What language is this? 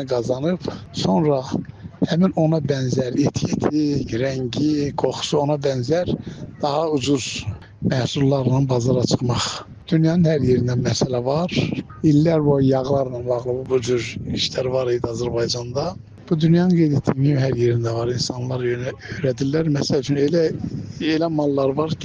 Azerbaijani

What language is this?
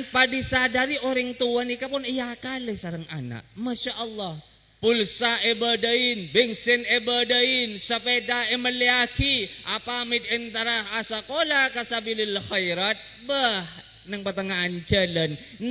Madurese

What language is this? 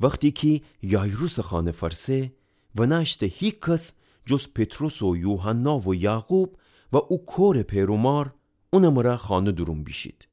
Gilaki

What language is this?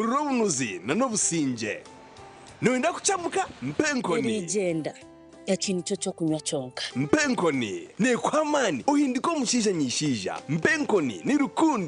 Nyankole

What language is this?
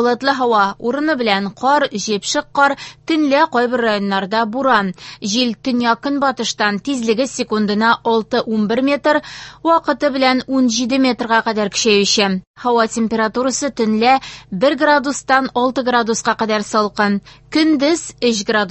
Tatar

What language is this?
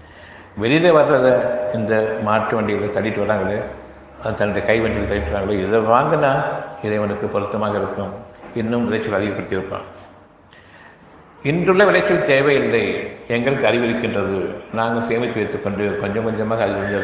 Tamil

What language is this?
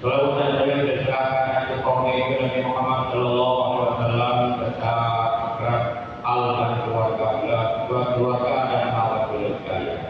Achinese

